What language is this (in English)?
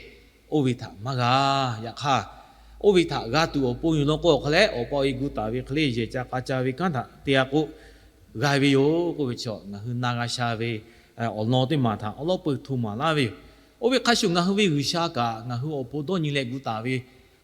Lahu